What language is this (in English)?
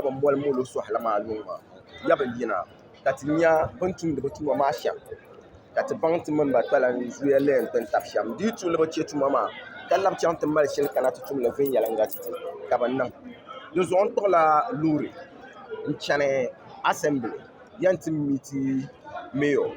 Dagbani